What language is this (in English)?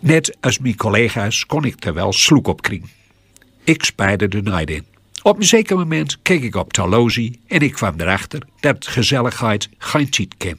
Gronings